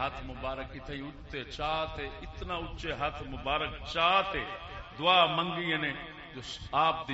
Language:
Saraiki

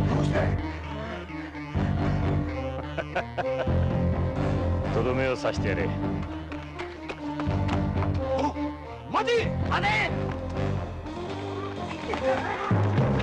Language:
Japanese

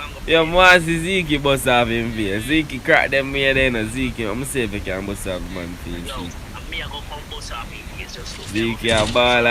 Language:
Jamaican Creole English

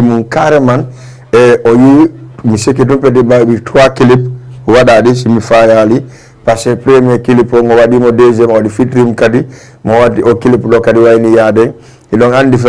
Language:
Fula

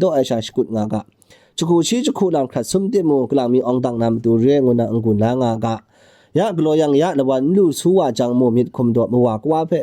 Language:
Kachin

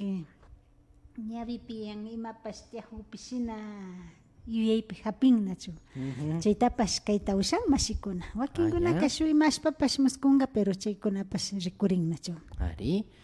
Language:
Imbabura Highland Quichua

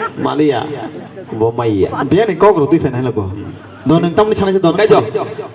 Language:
Kok Borok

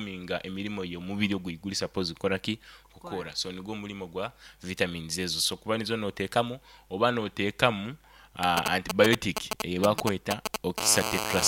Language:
Nyoro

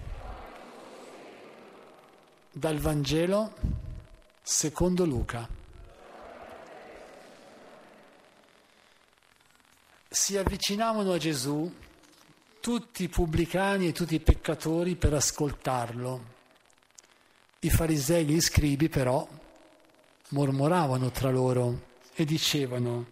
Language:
Italian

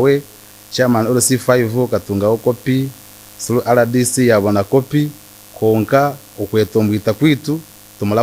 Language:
Nyankole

